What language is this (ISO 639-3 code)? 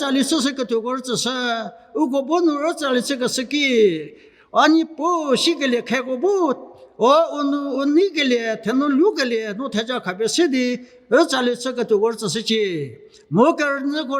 njm